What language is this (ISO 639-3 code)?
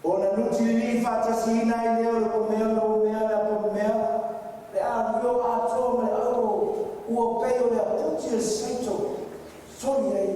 smo